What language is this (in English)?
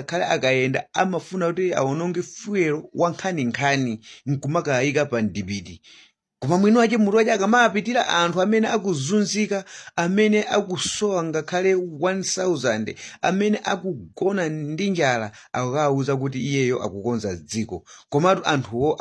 Nyanja